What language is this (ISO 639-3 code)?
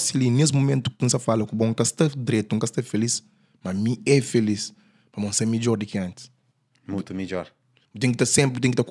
kea